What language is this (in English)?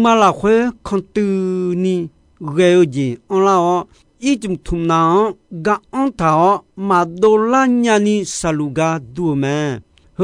Akha